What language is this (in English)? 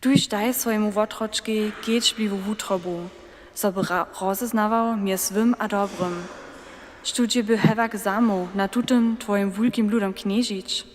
Upper Sorbian